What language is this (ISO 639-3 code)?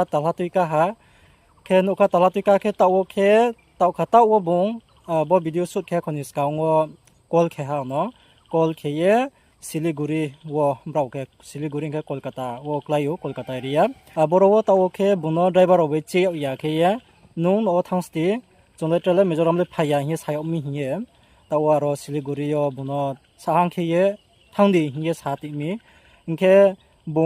ria